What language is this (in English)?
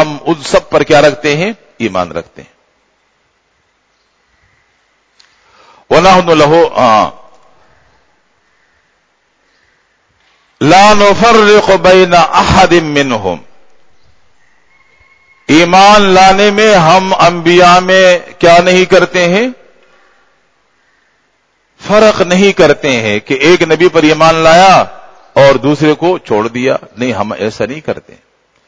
Urdu